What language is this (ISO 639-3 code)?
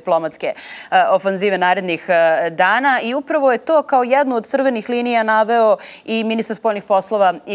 srp